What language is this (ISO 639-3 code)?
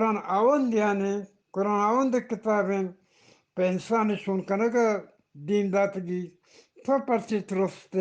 bgp